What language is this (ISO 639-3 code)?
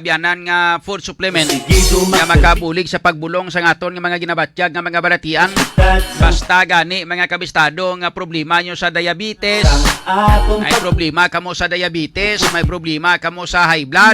hil